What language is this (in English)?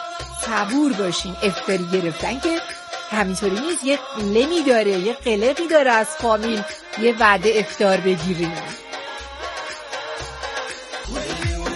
Persian